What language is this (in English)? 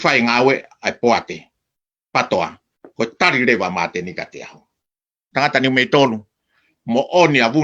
Tongan